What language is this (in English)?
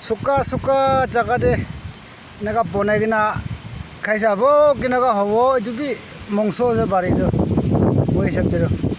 Naga Pidgin